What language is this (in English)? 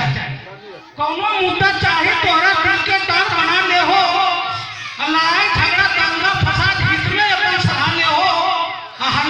Magahi